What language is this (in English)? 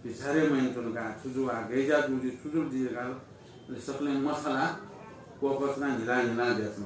Newari